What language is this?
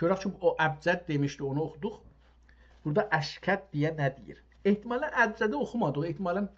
South Azerbaijani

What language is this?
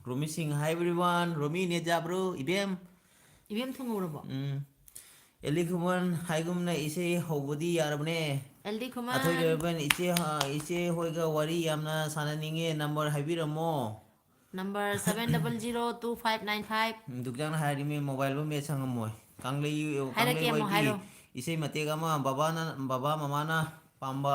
Manipuri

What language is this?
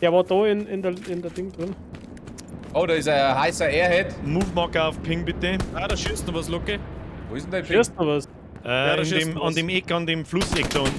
Bavarian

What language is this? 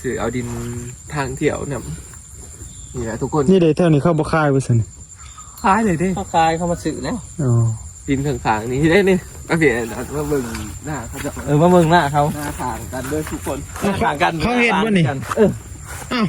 Northeastern Thai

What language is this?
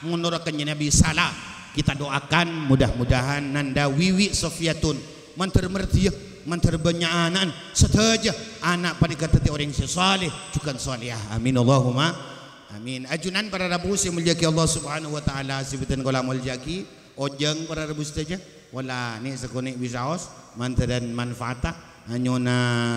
Madurese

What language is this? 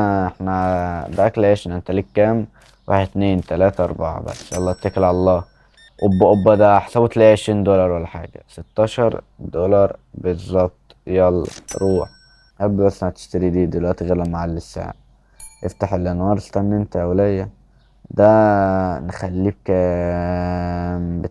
Egyptian Arabic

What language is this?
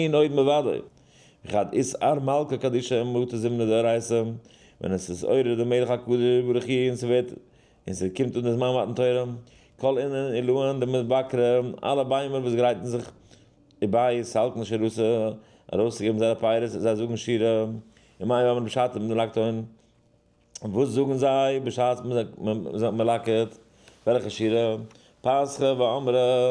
Yiddish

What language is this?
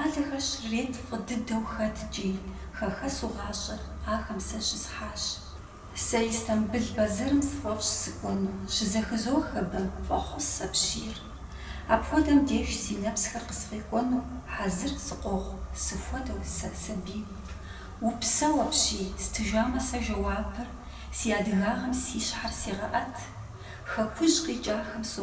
Kabardian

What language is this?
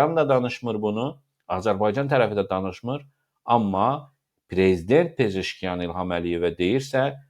Azerbaijani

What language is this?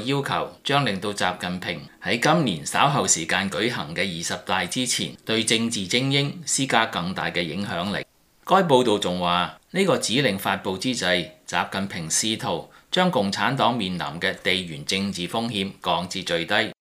Cantonese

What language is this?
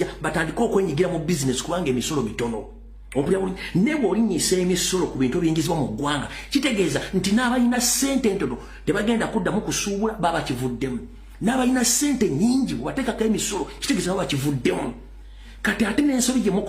Ganda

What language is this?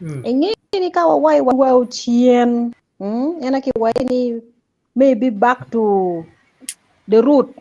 Acoli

